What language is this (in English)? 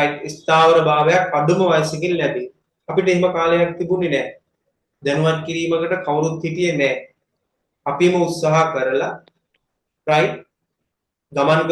Sinhala